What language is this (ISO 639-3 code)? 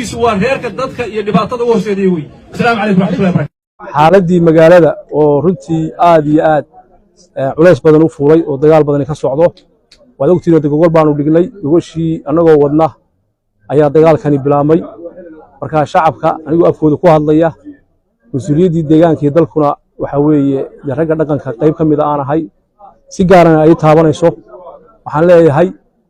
som